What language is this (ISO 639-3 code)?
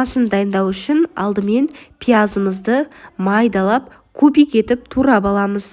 kaz